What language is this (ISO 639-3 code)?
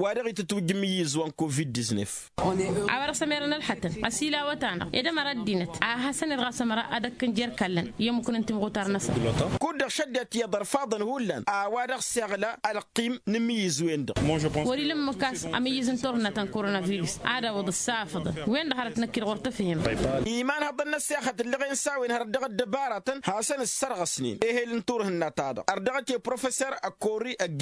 taq